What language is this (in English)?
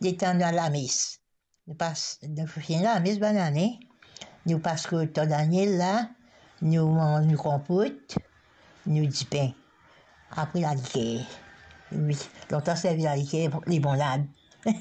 Morisyen